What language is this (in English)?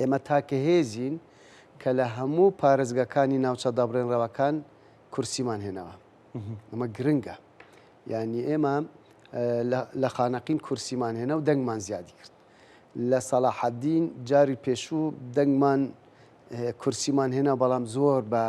Central Kurdish